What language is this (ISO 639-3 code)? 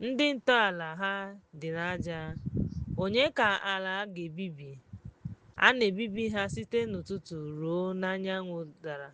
ibo